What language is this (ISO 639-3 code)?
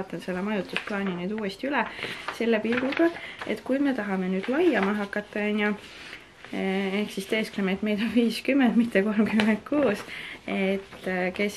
est